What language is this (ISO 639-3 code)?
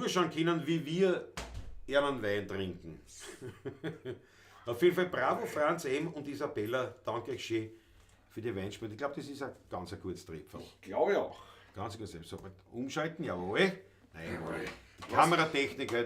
bar